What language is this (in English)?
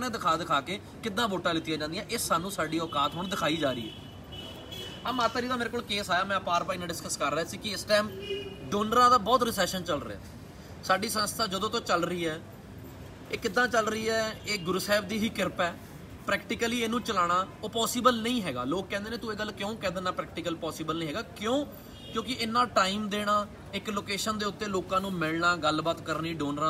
Punjabi